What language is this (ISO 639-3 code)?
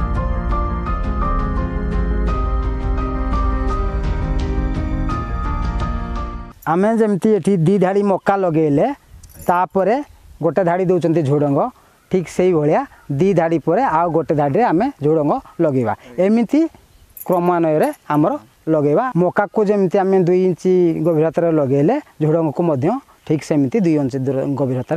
ori